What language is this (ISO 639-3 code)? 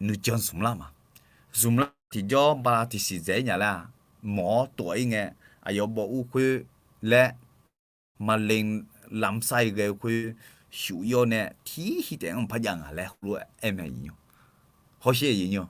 ahk